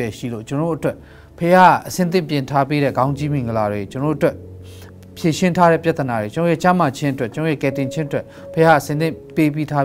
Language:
Burmese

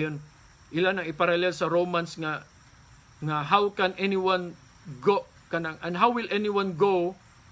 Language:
Cebuano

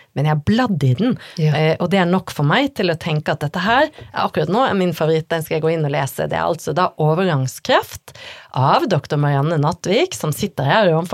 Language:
Norwegian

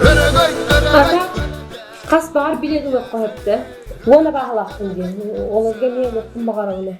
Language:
Yakut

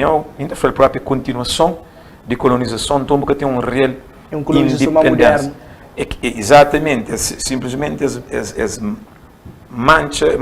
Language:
Kabuverdianu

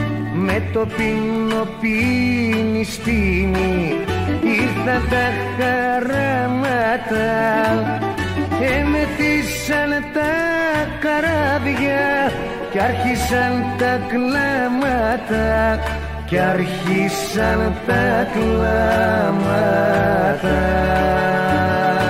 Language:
Greek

